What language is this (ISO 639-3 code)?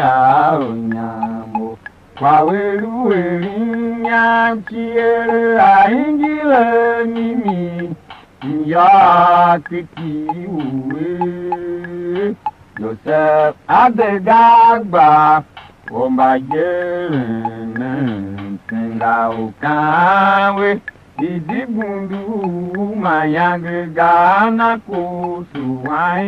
tiv